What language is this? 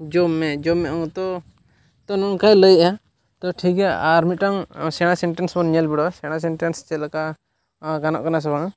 Santali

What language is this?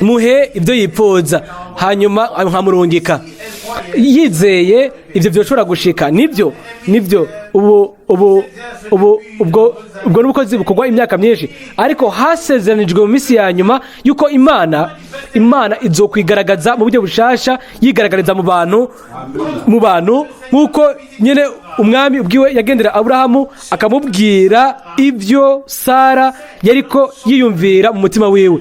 Rundi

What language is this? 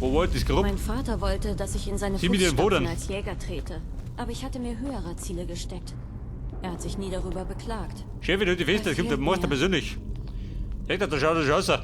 Bavarian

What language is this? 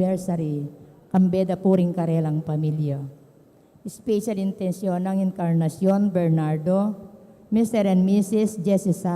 Pampanga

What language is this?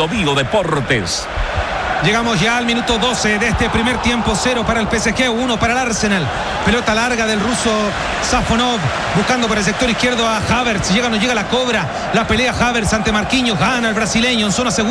Spanish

